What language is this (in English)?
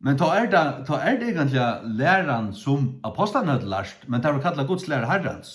Faroese